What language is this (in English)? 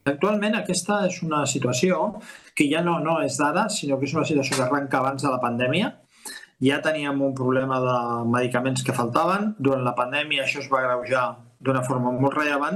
Catalan